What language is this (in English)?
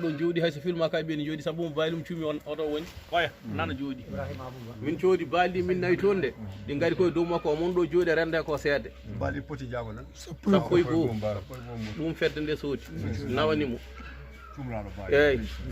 Fula